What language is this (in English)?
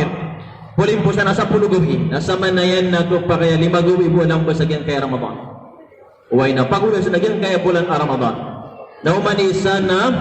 Maranao